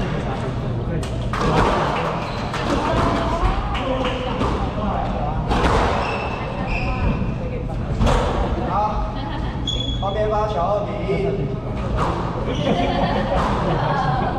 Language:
Chinese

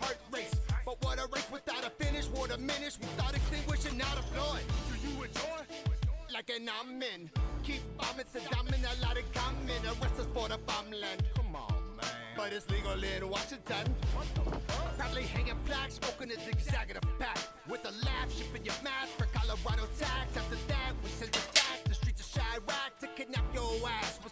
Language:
English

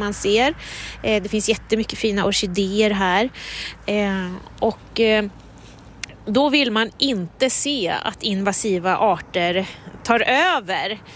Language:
Swedish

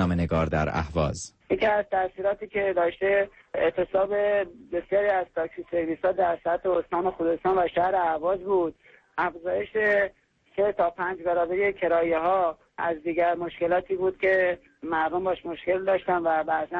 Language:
Persian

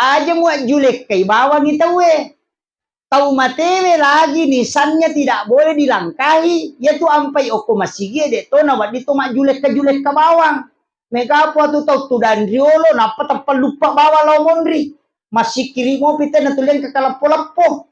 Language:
Buginese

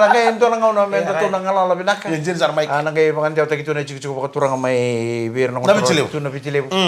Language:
Fijian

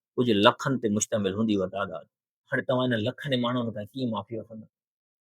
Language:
Sindhi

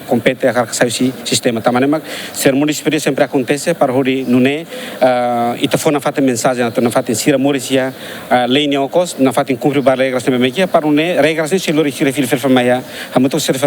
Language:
Tetum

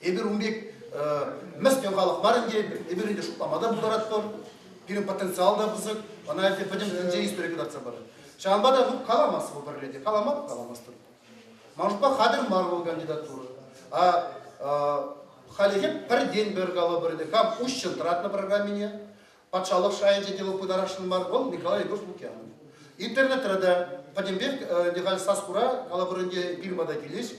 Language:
Chuvash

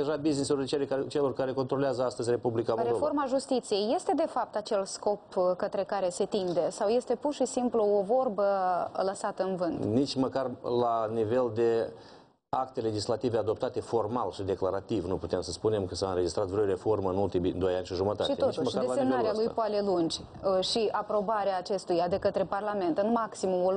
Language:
Romanian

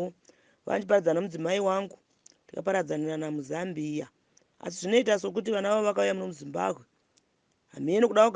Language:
Shona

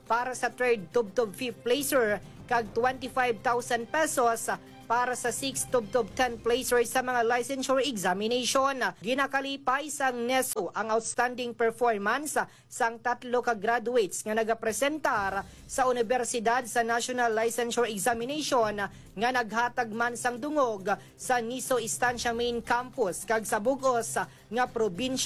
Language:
Hiligaynon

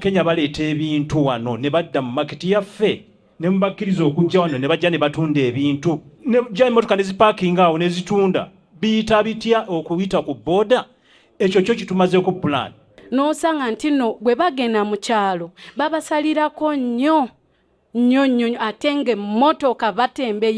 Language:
Ganda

